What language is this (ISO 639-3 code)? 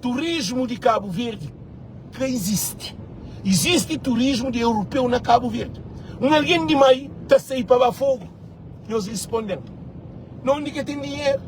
kea